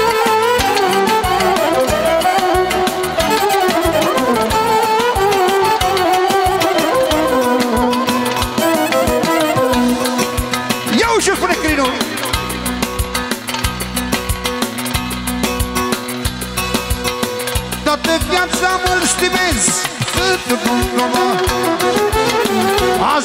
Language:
Romanian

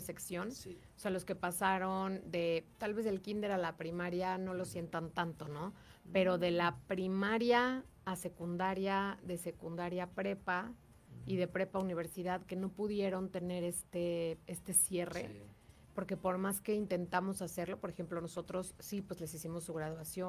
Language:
Spanish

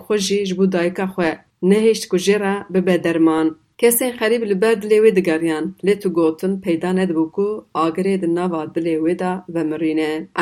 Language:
Kurdish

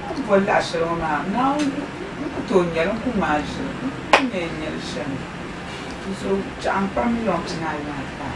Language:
Dagbani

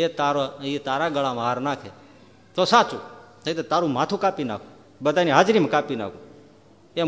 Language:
Gujarati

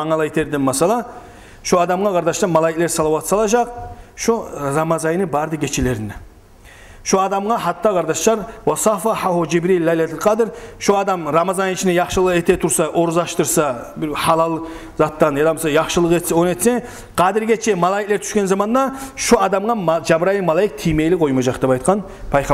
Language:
Kumyk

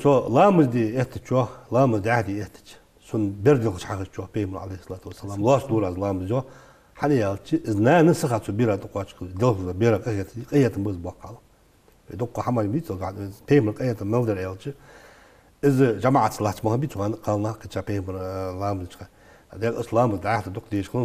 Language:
Ingush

